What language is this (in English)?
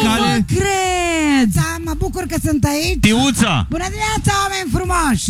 Romanian